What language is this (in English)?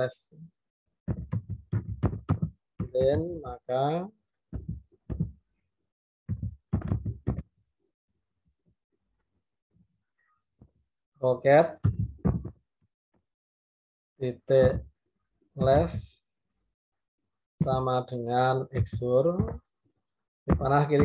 Indonesian